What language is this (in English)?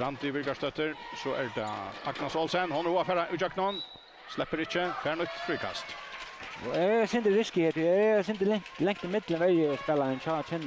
Faroese